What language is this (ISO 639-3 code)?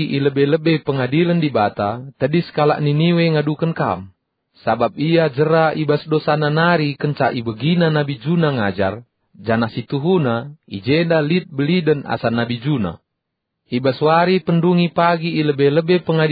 btx